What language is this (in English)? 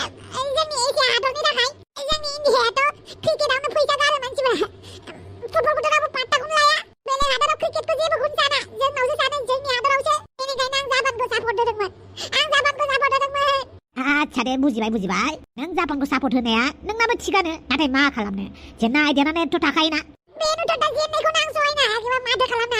Bodo